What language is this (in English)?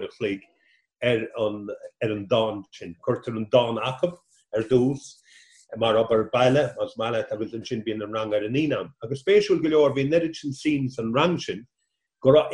Irish